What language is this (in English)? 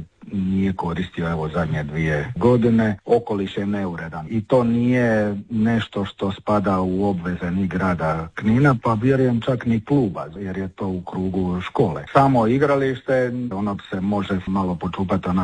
Croatian